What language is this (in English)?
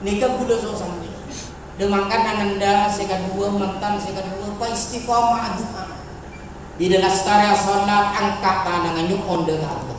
Madurese